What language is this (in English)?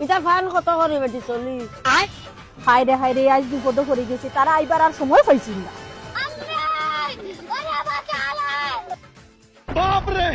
Sylheti